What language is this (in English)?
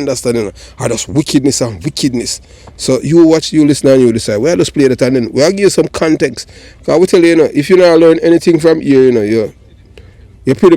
Jamaican Creole English